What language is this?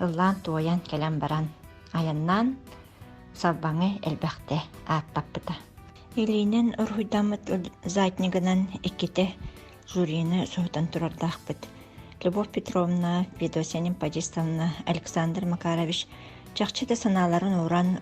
Yakut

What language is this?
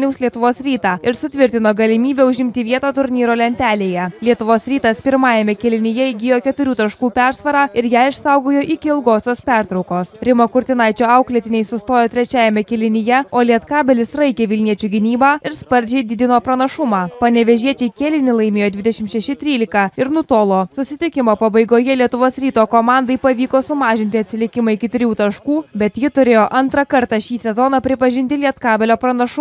Lithuanian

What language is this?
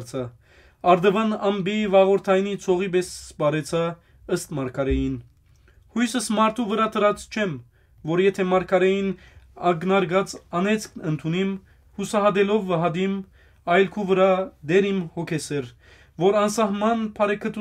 Western Armenian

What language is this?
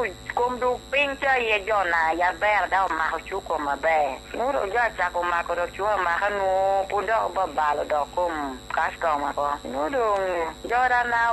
Lango (Uganda)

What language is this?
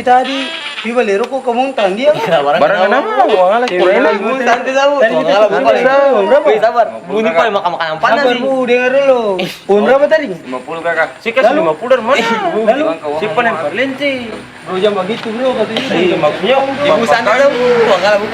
Ambonese Malay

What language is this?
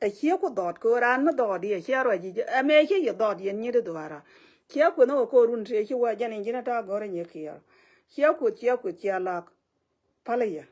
Nuer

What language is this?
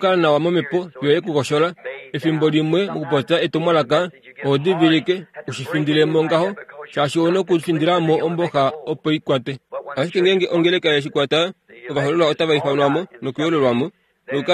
Kuanyama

